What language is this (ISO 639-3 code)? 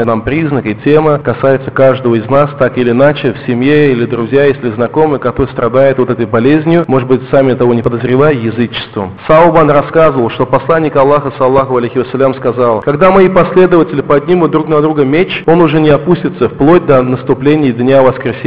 rus